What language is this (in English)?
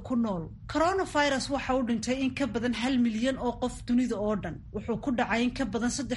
Somali